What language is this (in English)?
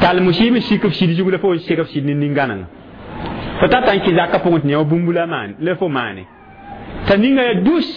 Mossi